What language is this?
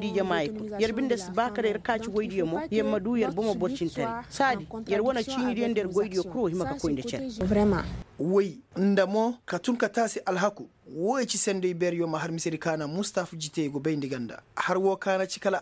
Koyraboro Senni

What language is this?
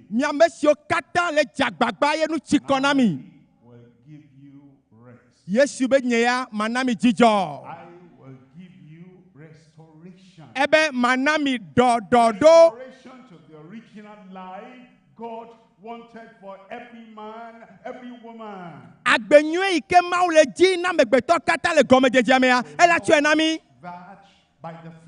Ewe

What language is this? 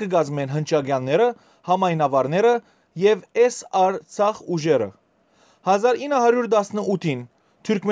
Western Armenian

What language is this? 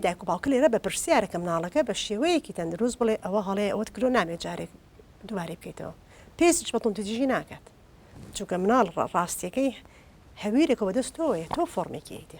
Central Kurdish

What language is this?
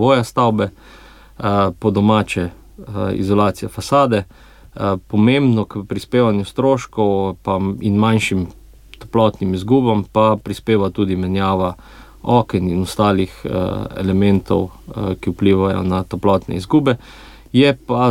Slovenian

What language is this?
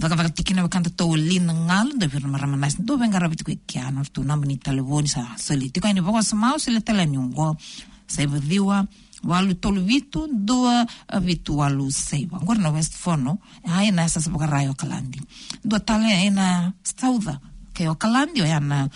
Fijian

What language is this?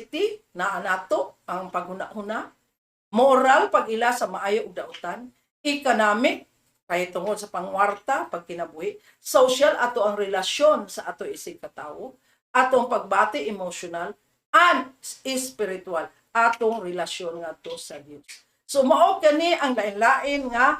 Cebuano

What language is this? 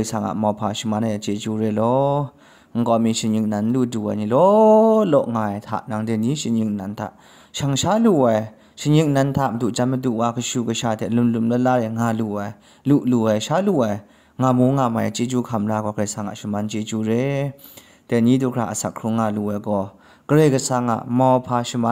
Kachin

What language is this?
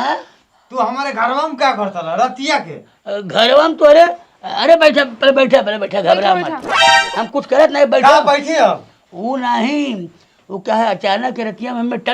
Bhojpuri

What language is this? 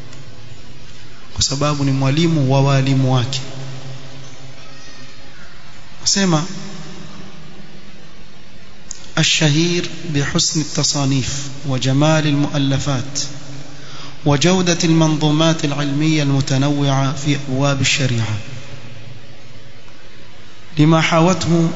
Swahili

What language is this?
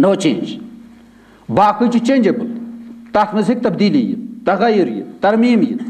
Kashmiri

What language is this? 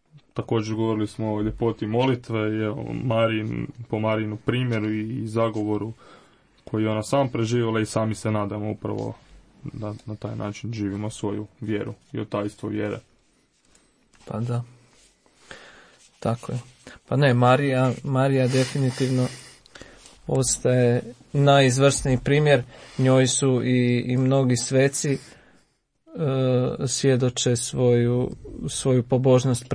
Croatian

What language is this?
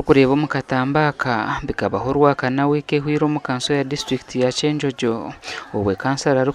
Nyankole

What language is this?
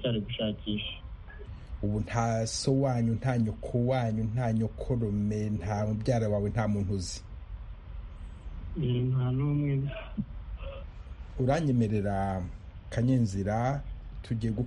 Kinyarwanda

